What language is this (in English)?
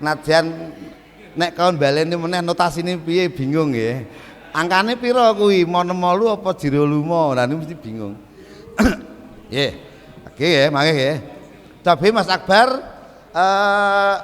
Javanese